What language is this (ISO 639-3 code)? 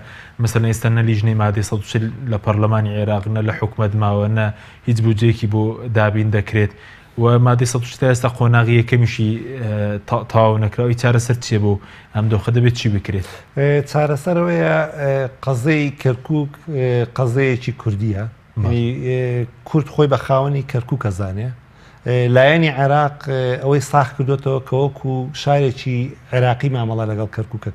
ckb